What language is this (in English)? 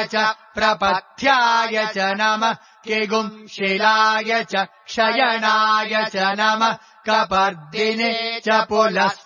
Sanskrit